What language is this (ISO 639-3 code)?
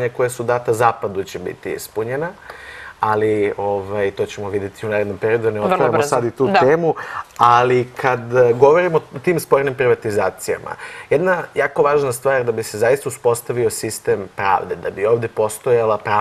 srp